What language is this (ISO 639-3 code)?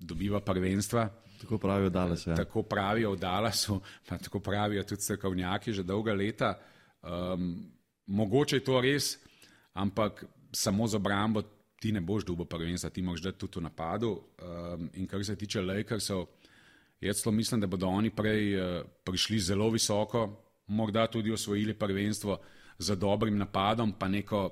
slv